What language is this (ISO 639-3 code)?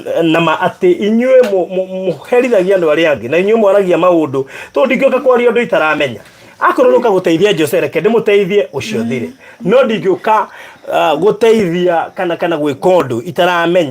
kik